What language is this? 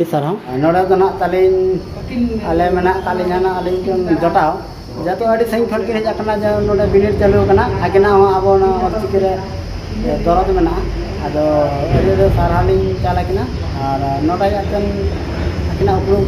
Santali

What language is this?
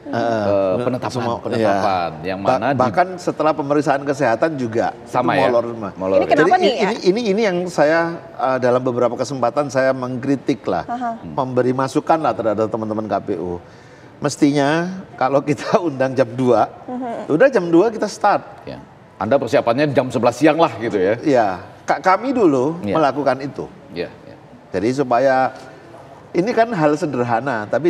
Indonesian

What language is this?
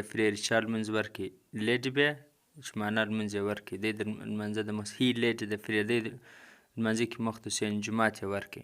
Pashto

